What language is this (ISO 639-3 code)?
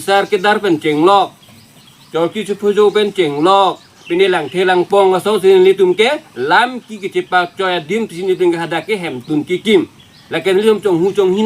mjw